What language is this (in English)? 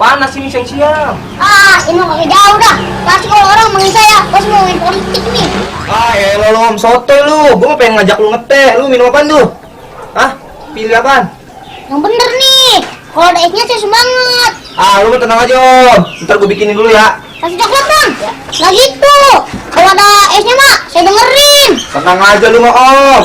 Betawi